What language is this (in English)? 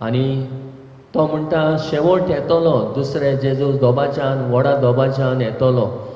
Konkani